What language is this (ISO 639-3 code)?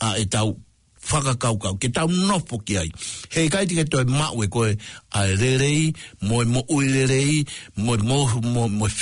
ton